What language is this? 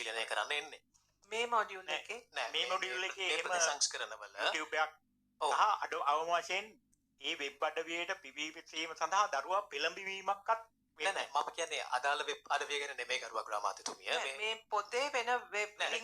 Sinhala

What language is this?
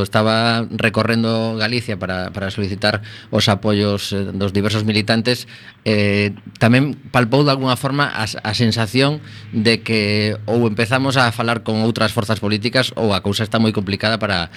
Galician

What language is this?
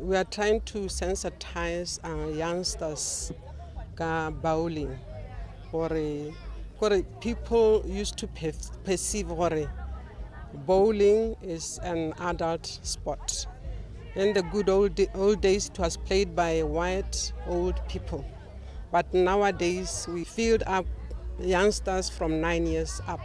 Tswana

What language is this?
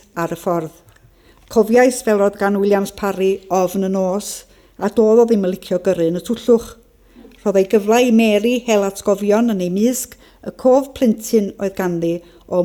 Welsh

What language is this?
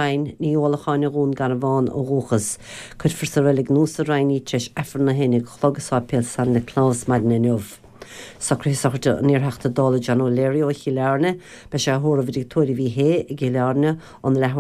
Irish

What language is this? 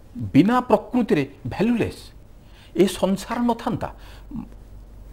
Odia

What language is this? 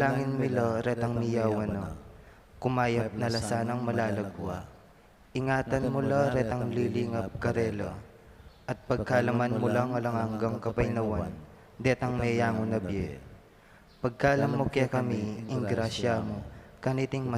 Pampanga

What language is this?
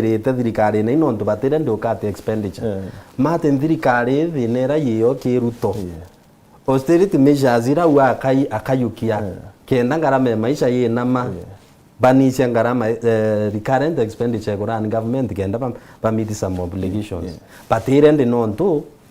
Meru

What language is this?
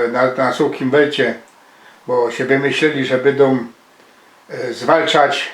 Silesian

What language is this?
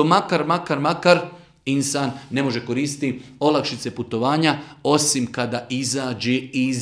Bosnian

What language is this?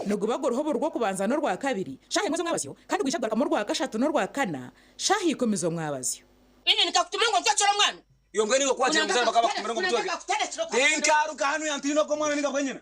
Nyankole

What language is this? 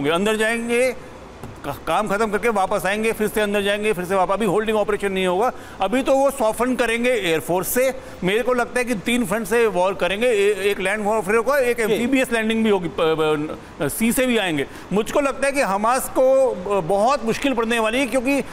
Hindi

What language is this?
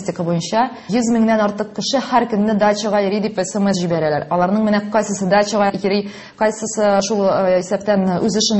Tatar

